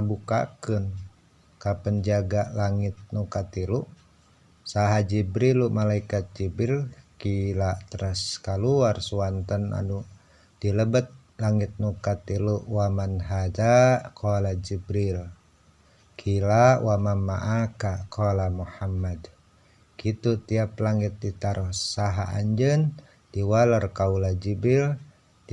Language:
Sundanese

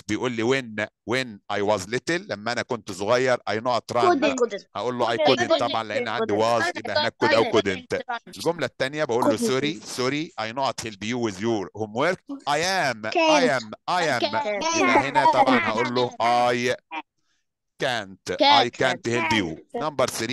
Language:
Egyptian Arabic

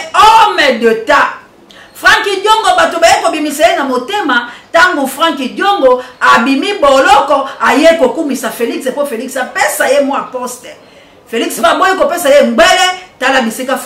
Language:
Lingala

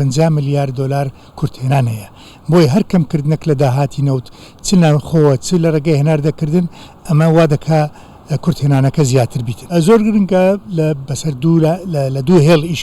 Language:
Central Kurdish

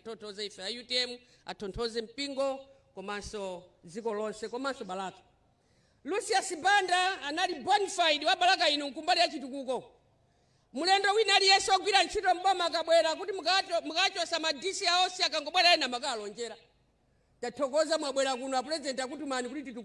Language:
Nyanja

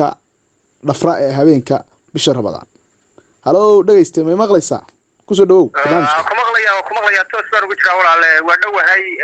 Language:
Somali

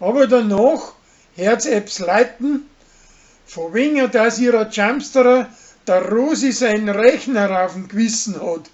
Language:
Bavarian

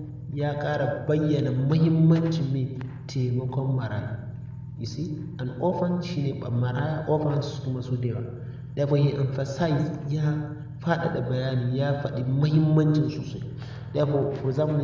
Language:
Hausa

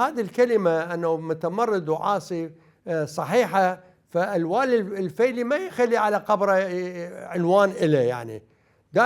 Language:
Mesopotamian Arabic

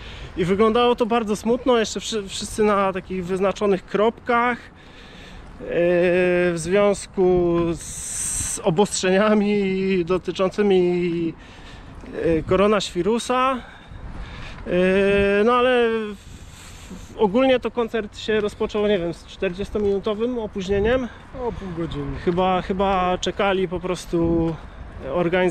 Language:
Polish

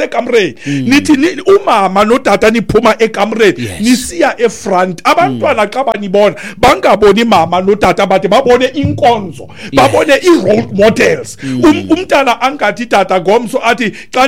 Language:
Xhosa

